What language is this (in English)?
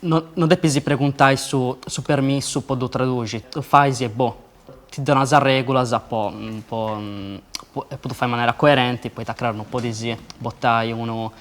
Sardinian